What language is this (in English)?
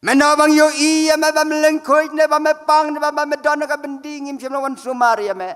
Khasi